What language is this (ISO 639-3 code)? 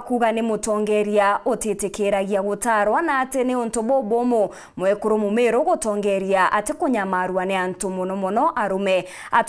mer